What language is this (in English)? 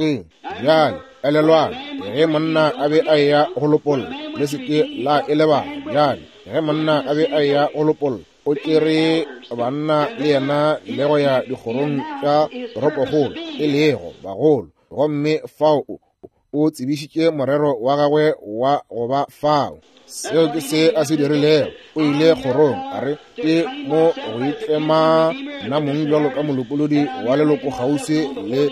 Northern Sotho